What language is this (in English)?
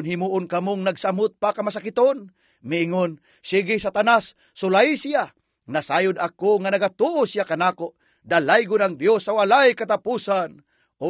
Cebuano